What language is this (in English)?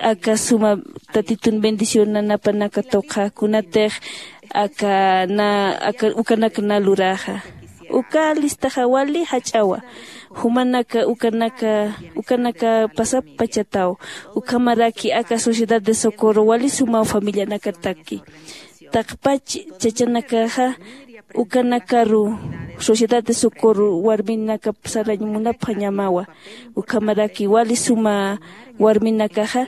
Aymara